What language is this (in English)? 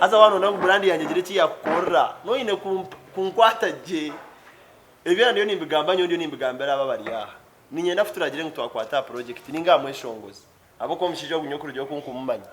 Nyankole